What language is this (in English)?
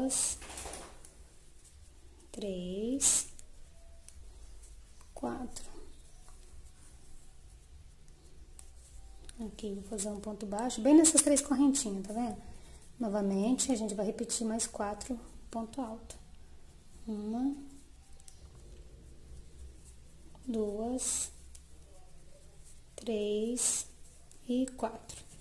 Portuguese